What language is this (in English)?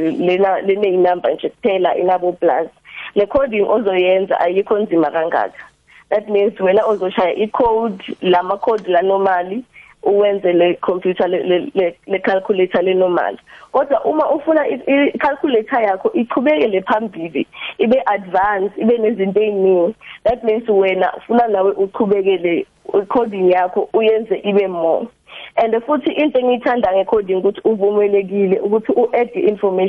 South Ndebele